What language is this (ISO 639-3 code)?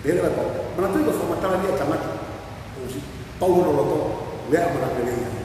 ton